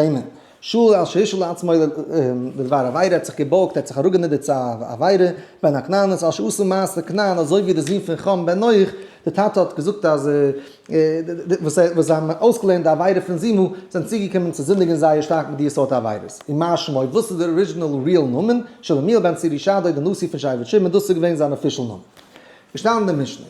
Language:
Yiddish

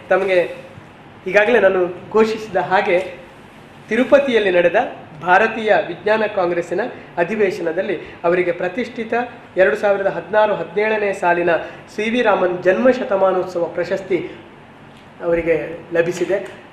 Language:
Kannada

